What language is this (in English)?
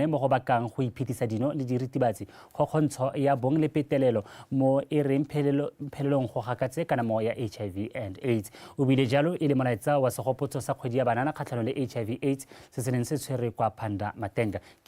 Tswana